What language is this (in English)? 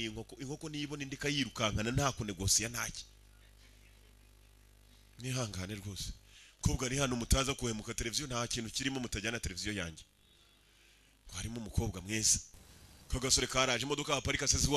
Kinyarwanda